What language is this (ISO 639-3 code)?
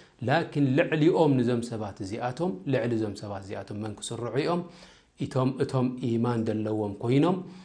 tir